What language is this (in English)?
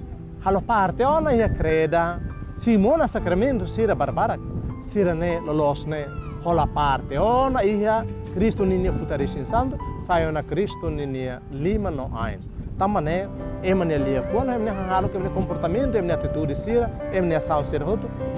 Tetum